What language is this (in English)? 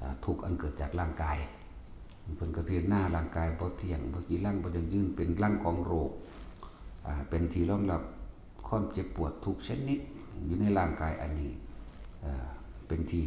Northeastern Thai